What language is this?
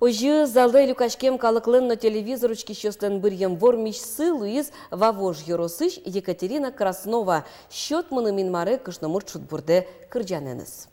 Udmurt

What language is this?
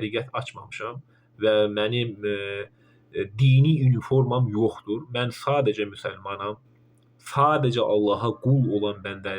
Azerbaijani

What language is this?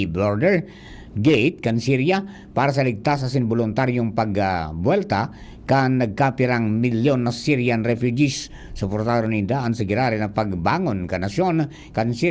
Bikol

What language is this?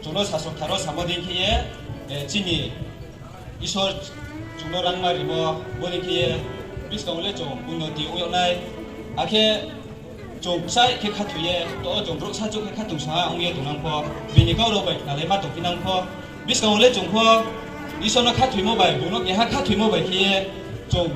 Riang (India)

